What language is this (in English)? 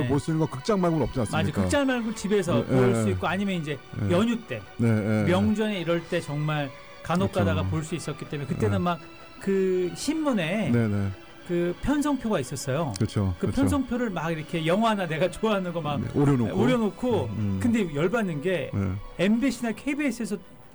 Korean